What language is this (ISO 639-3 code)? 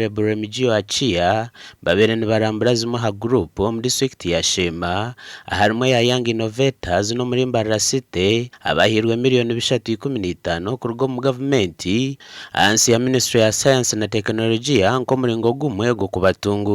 nyn